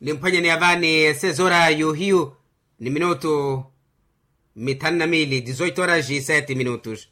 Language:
Makhuwa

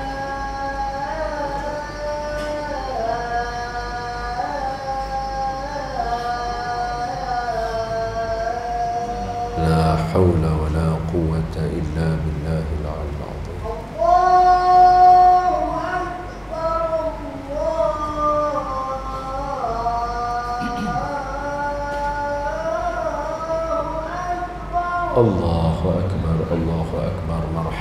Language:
Malay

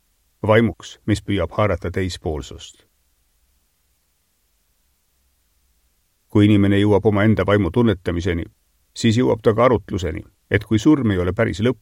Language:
Estonian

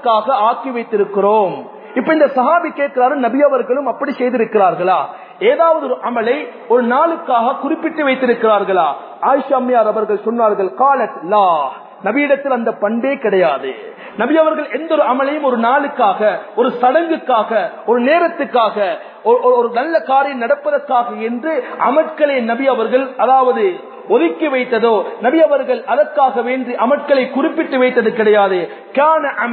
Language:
Tamil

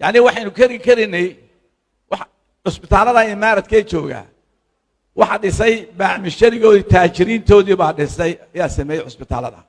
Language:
Somali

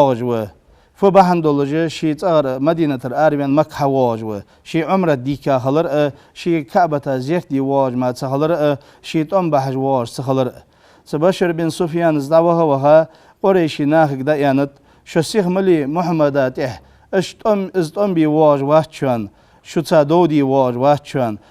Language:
Ingush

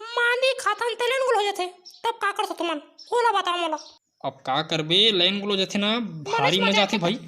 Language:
Chhattisgarhi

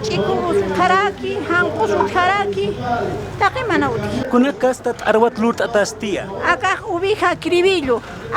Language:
Aymara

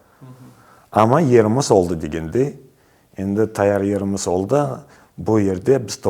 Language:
Crimean Tatar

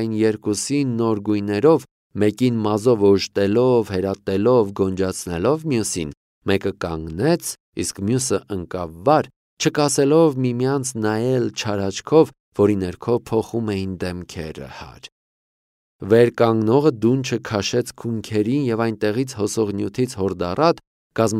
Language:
Armenian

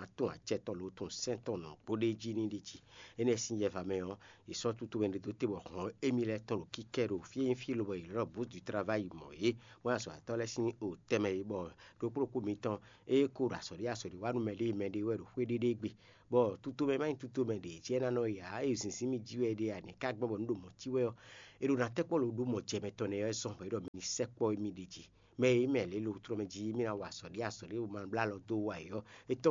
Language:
Fon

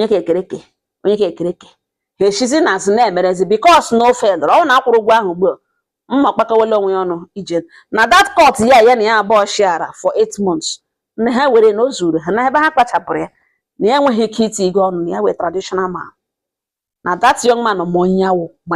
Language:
Igbo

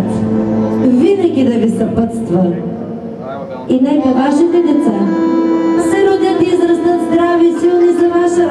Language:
Bulgarian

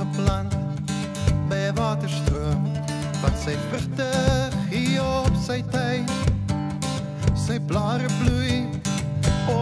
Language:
Afrikaans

